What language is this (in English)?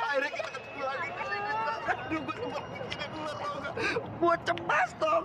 Betawi